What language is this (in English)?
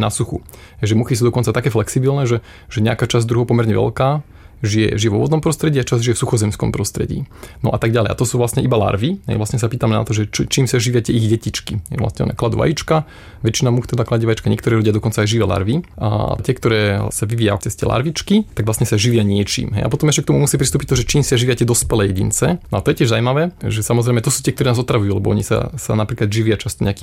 Slovak